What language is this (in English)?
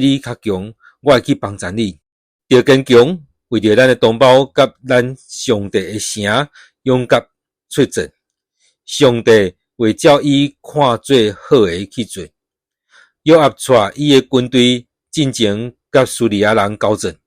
Min Nan Chinese